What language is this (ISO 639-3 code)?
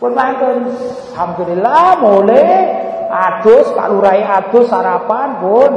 jav